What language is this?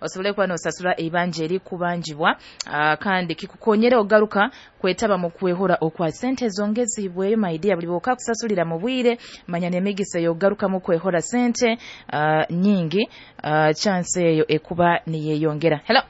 Nyoro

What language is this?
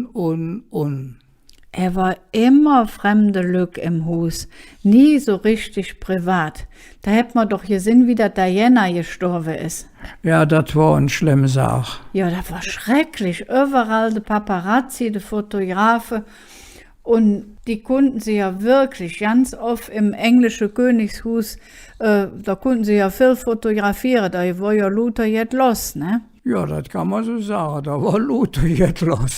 Colognian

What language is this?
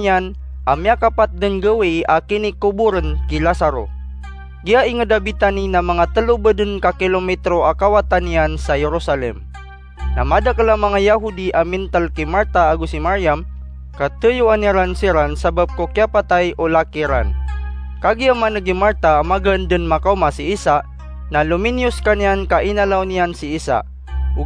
Maranao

